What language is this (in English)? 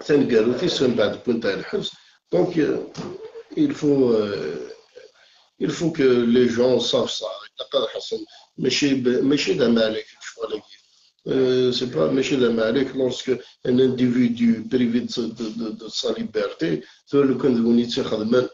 Kabyle